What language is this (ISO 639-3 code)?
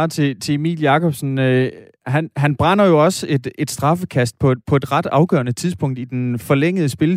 dan